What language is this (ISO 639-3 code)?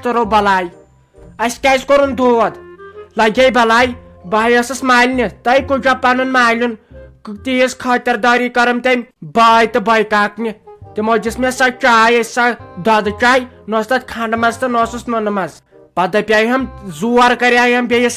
kas